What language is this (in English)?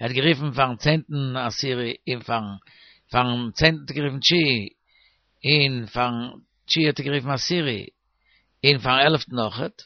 Yiddish